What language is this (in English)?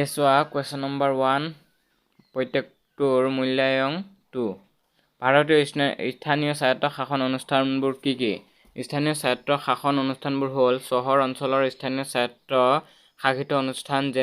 Assamese